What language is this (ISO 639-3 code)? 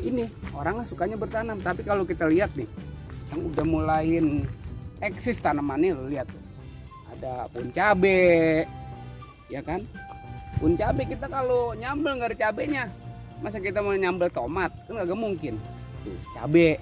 bew